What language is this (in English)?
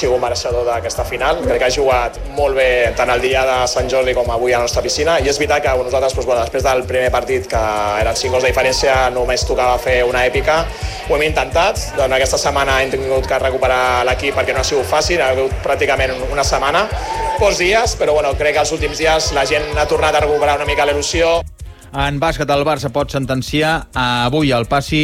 Catalan